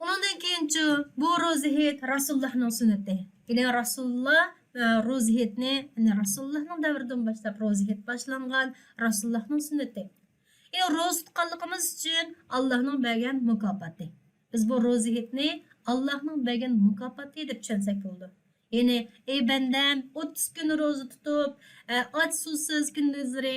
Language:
Uyghur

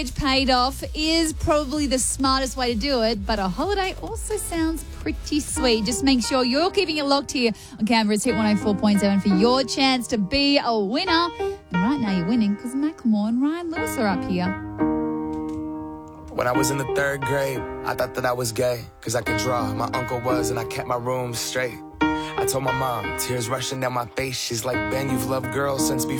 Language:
English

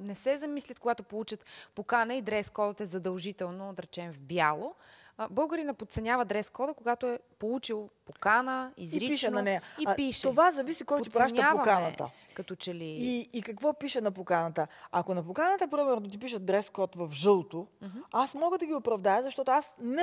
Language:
Bulgarian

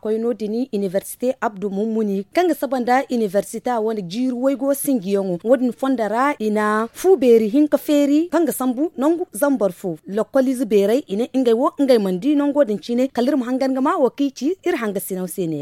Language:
Zarma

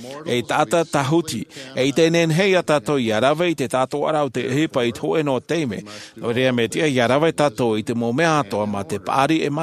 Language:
Tahitian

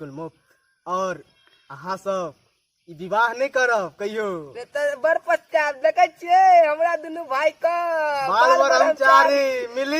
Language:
Maithili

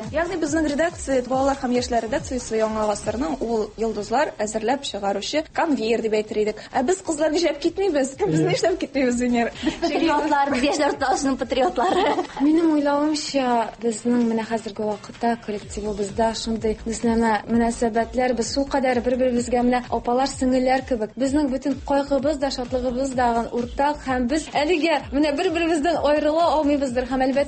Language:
Tatar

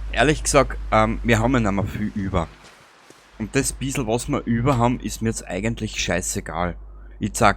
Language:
Bavarian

